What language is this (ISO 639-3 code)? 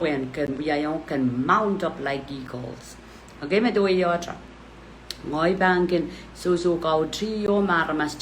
pon